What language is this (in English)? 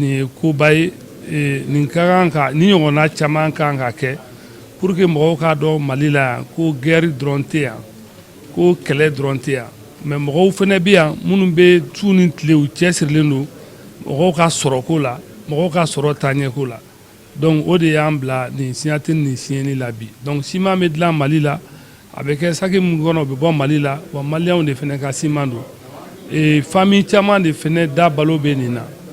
Bambara